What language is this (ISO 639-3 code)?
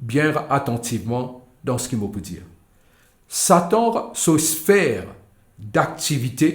mfe